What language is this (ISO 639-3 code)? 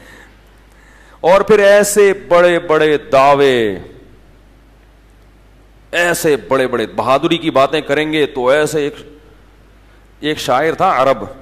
urd